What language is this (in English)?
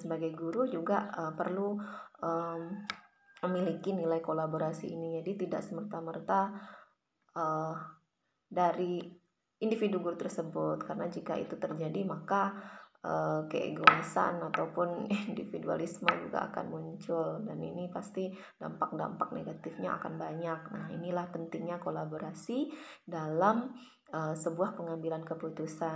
Indonesian